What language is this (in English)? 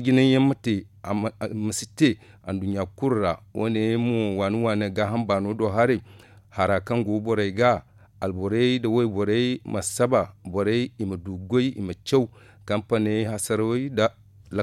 Zarma